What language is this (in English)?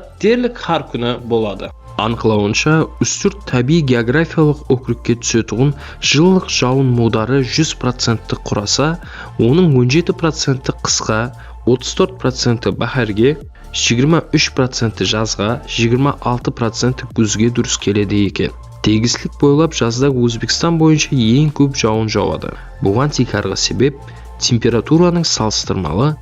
Kara-Kalpak